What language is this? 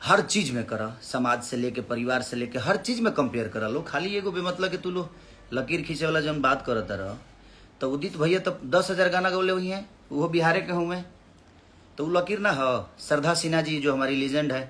Bhojpuri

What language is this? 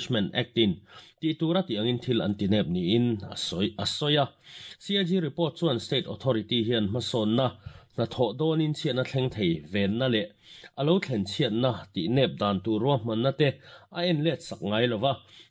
Mizo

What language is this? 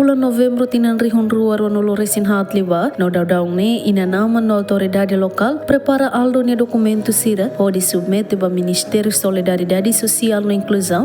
Tetum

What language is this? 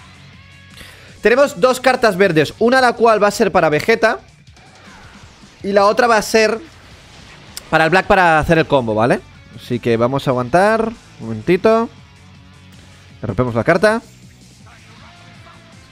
Spanish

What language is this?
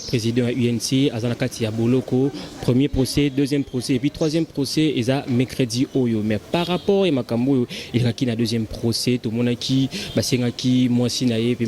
Lingala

